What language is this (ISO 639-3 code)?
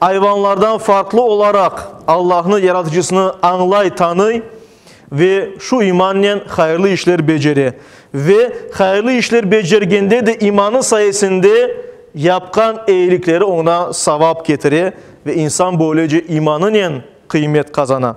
crh